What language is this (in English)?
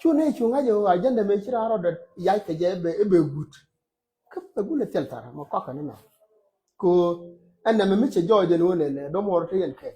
Nuer